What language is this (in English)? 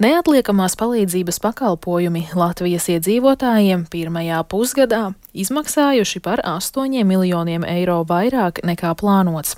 Latvian